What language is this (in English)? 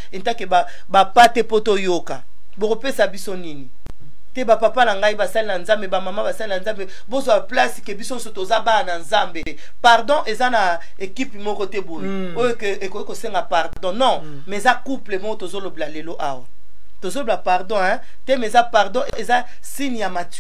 Lingala